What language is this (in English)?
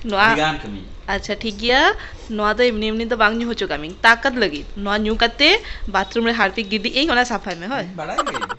Santali